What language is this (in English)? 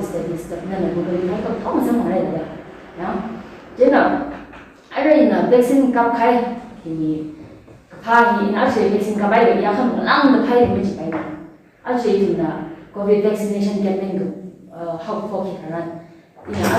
Tangkhul Naga (India)